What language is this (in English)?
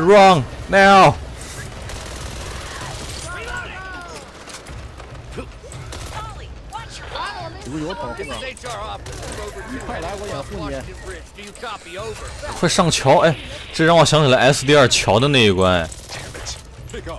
Chinese